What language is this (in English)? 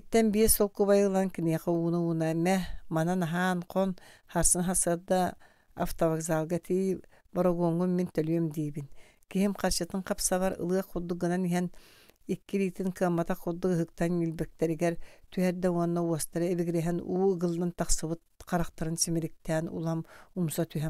Yakut